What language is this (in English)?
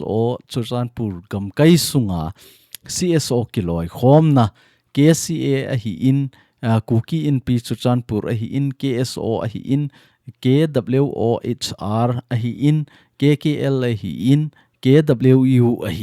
Thado Chin